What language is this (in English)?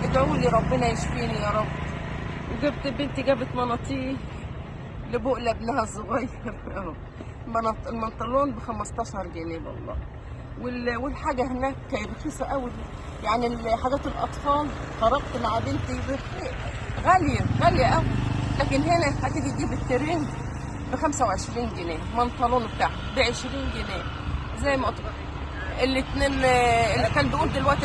Egyptian Arabic